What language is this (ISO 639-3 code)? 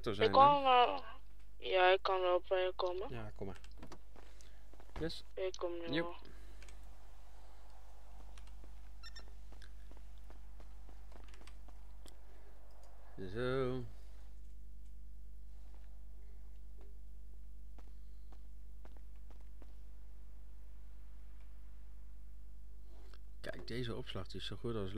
nld